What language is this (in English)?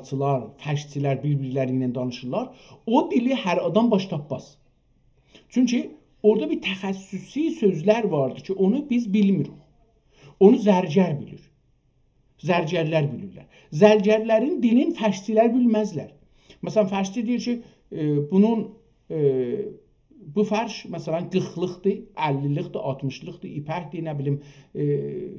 South Azerbaijani